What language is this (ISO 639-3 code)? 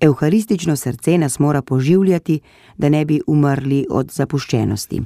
slv